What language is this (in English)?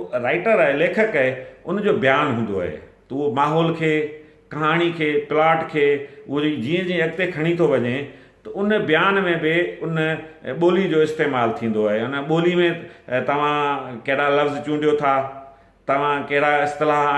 Sindhi